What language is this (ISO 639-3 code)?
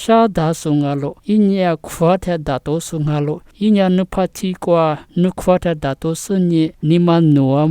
lis